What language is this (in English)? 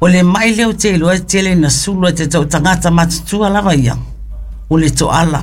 Samoan